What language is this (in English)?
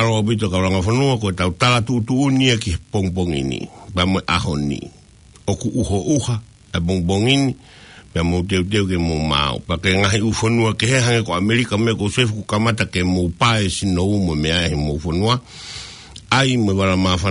Tongan